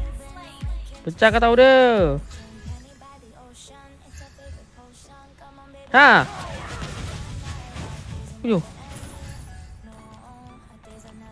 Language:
Malay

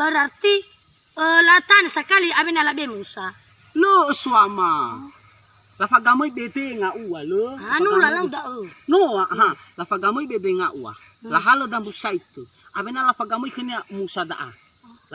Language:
Nias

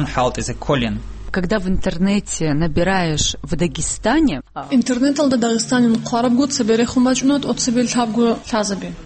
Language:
Avaric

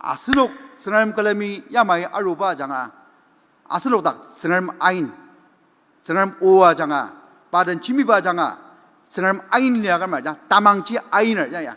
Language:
Ao Naga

